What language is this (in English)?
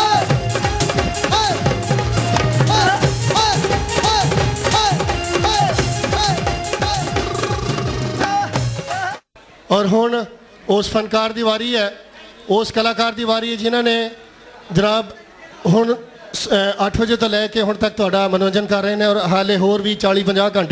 Punjabi